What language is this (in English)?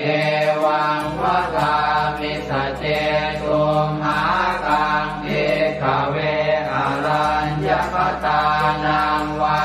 Pali